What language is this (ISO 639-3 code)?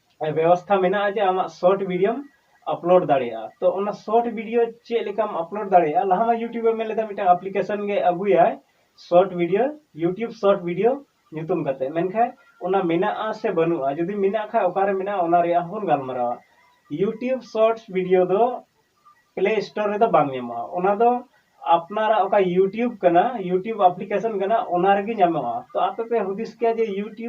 sat